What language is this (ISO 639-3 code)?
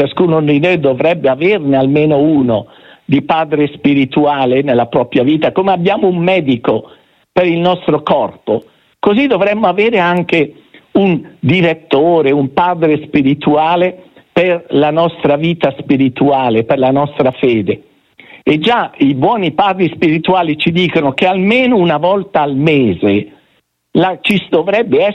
ita